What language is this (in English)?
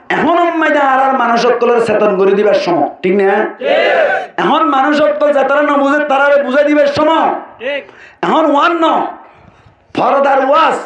Rohingya